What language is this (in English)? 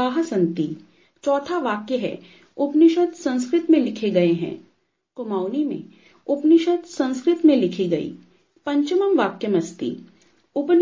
Sanskrit